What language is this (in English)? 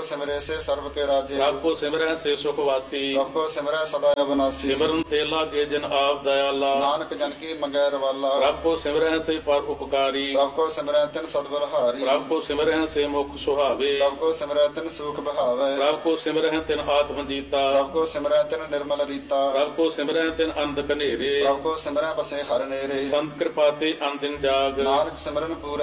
Punjabi